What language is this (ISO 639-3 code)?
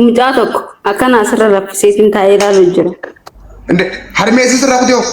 orm